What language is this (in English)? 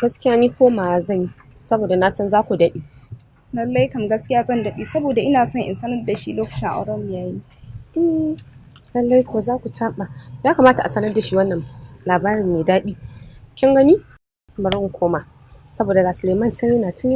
Hausa